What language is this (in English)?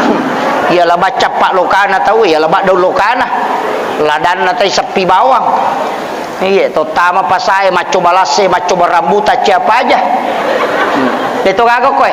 Buginese